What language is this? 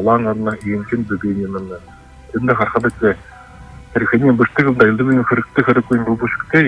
Buriat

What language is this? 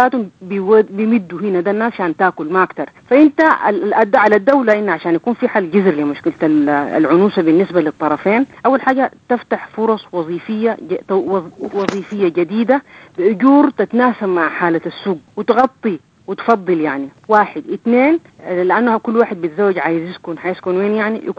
Sudanese Arabic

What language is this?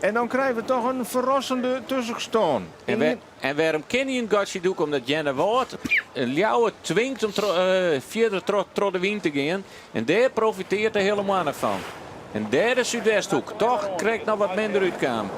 Western Frisian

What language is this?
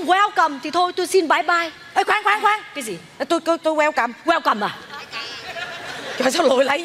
Vietnamese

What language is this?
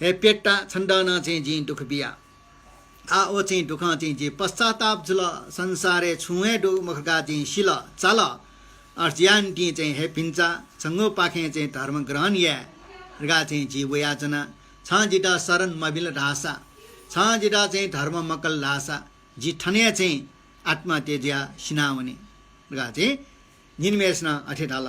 Newari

